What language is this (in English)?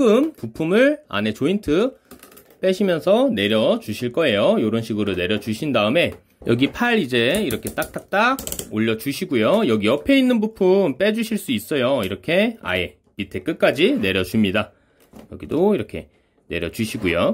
Korean